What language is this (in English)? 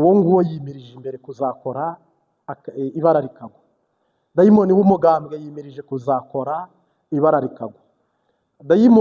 Kinyarwanda